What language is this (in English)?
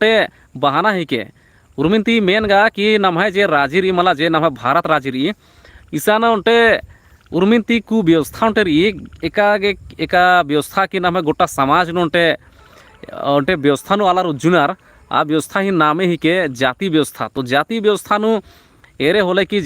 Kurukh